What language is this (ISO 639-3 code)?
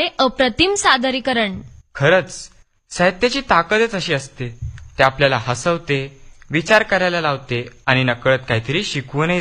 mar